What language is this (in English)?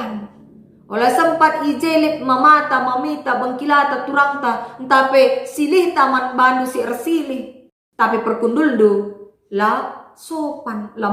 Batak Karo